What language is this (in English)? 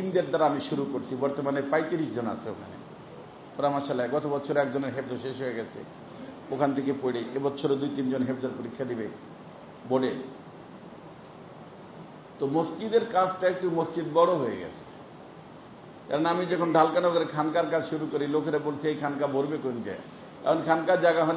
Bangla